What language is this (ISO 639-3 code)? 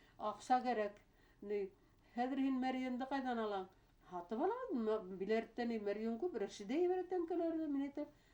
bak